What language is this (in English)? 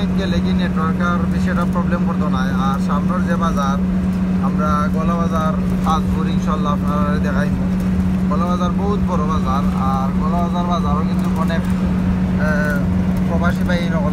Sylheti